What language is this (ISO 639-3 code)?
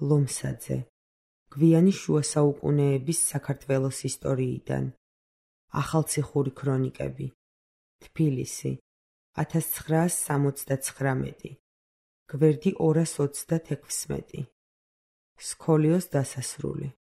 kat